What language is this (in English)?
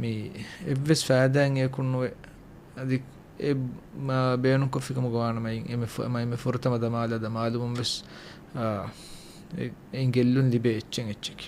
Divehi